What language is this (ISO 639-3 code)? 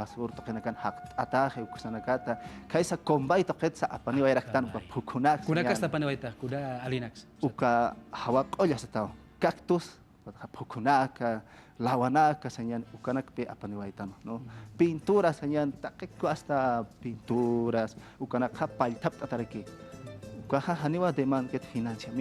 aym